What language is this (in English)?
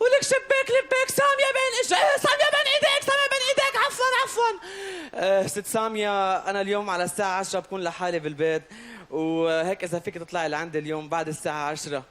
North Levantine Arabic